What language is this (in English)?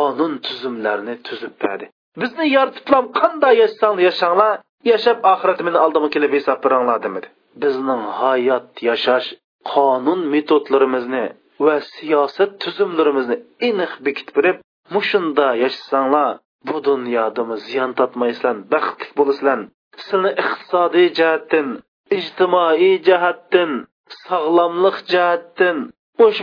Uyghur